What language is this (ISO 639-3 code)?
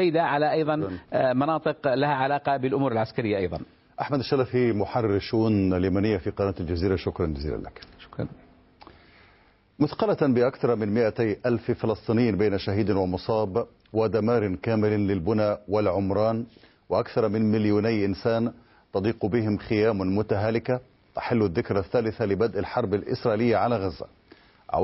ara